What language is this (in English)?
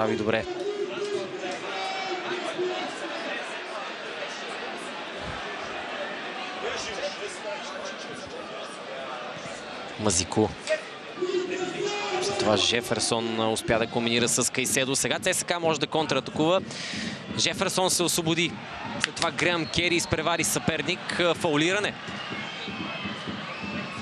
Bulgarian